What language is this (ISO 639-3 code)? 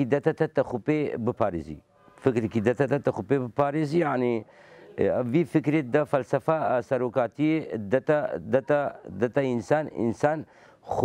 kur